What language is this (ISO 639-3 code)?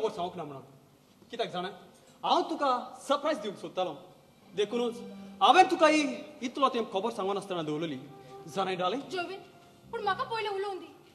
kok